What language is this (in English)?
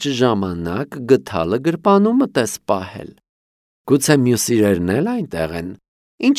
Armenian